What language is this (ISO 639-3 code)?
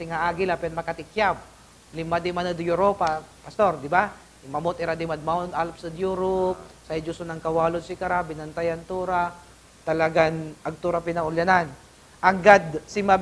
pag